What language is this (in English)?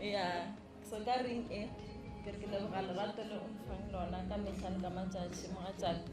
Northern Sotho